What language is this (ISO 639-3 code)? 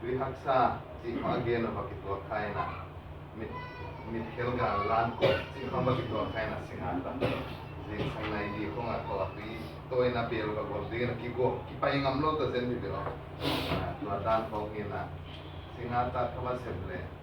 ctd